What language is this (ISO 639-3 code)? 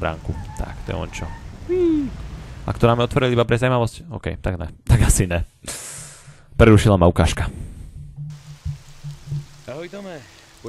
slk